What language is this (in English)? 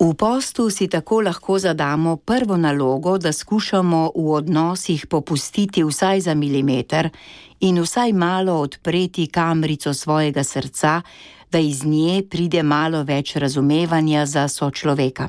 Slovenian